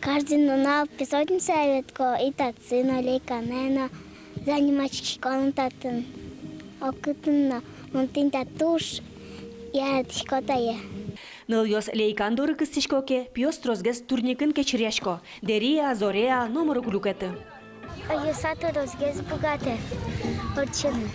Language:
Udmurt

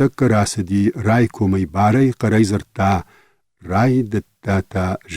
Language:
Ossetic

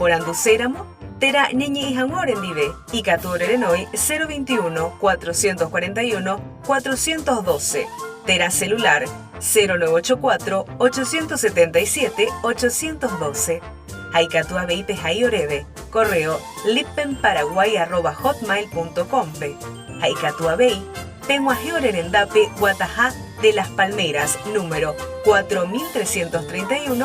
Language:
Guarani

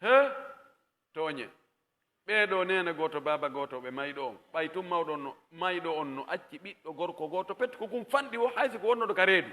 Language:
Pular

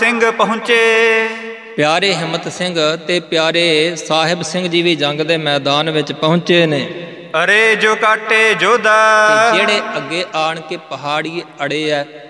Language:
Punjabi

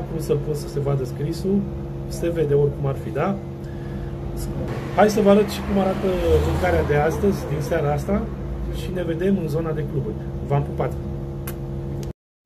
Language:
Romanian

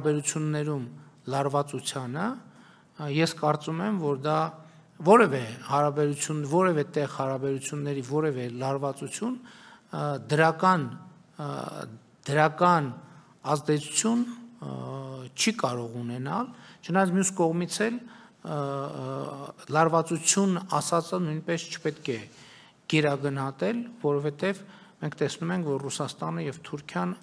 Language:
Armenian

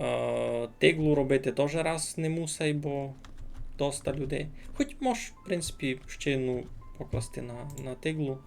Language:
Rusyn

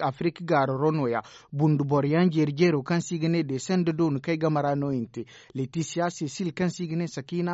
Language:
Zarma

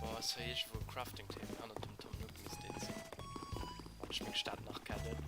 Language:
Luxembourgish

